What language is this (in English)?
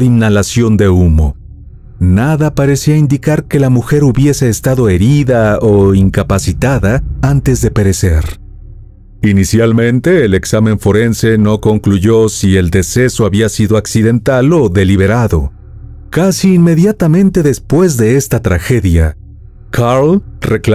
Spanish